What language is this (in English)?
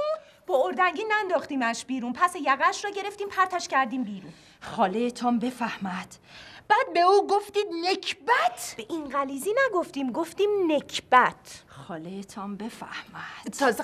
Persian